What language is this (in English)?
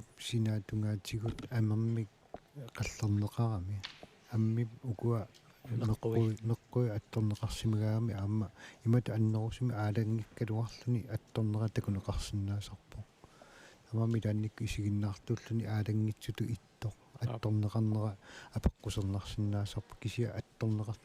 Kalaallisut